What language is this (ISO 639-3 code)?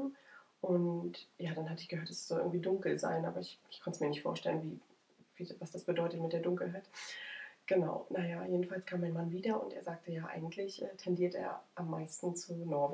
deu